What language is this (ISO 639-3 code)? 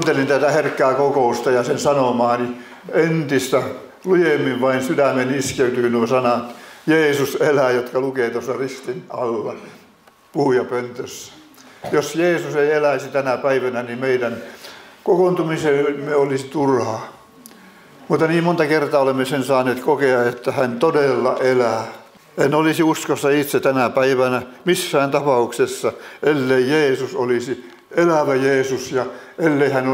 fin